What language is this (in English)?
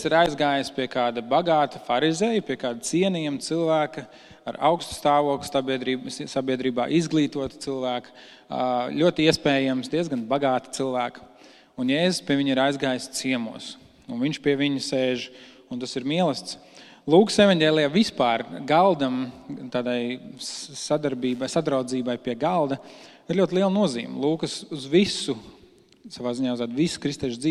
Latvian